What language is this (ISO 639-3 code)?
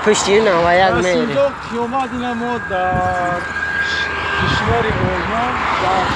tgk